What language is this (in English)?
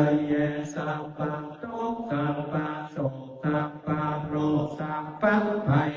Pali